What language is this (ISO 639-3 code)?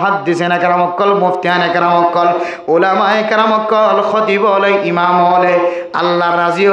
rhg